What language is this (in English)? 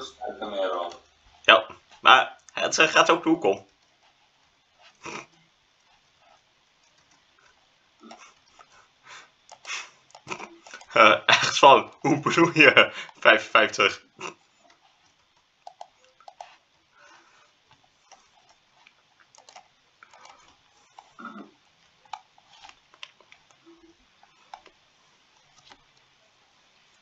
Dutch